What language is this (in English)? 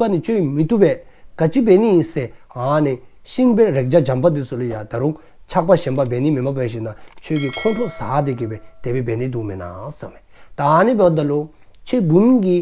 Dzongkha